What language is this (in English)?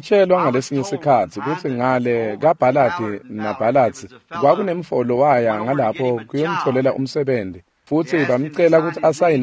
Swati